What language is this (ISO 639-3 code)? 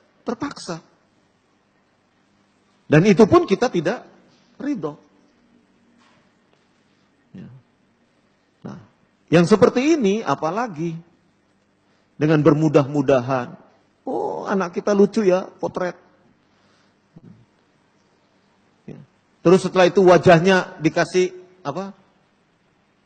ind